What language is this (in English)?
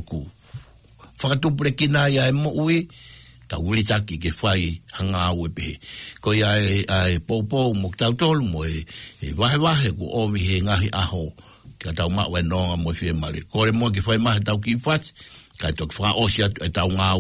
Tongan